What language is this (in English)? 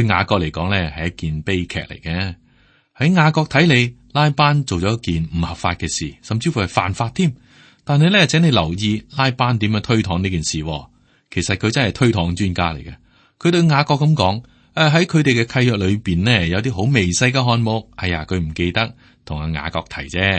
Cantonese